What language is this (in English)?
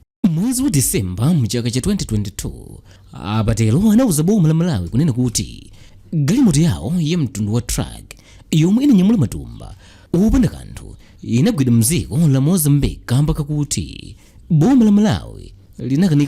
Nyanja